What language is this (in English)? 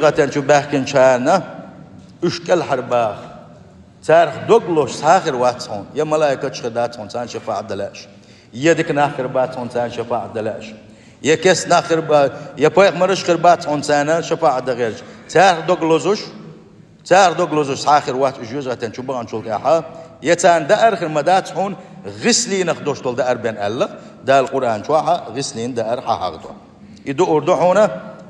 Chechen